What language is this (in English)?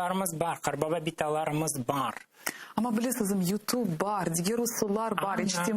Crimean Tatar